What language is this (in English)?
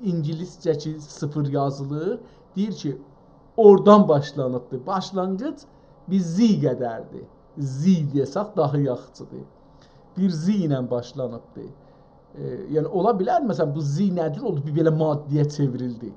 South Azerbaijani